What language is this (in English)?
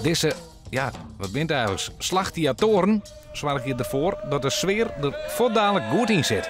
Western Frisian